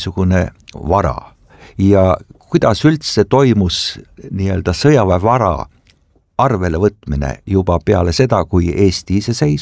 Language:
Estonian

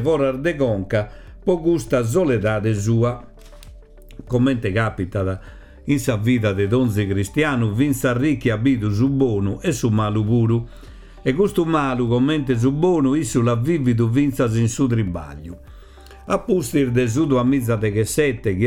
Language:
Sardinian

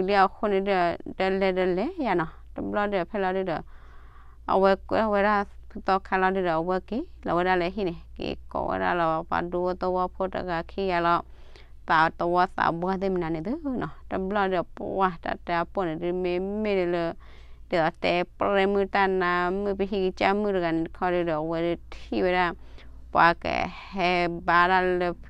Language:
S'gaw Karen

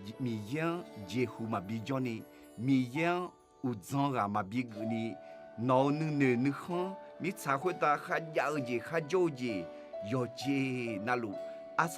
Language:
Akha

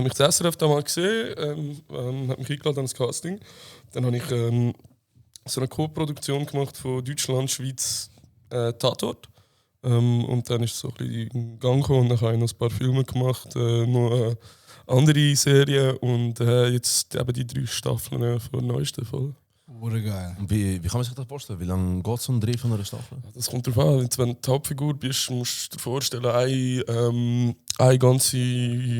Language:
Swiss German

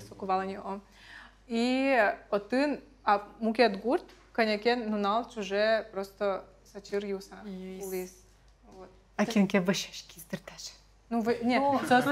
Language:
Udmurt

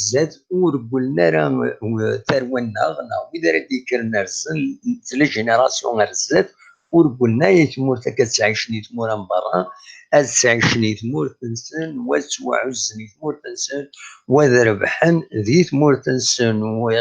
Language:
Kabyle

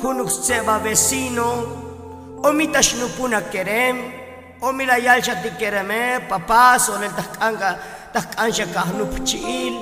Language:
Tzotzil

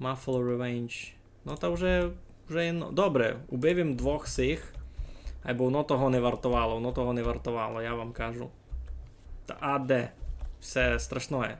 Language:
Rusyn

